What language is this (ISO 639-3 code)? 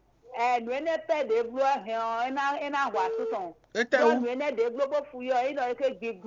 fon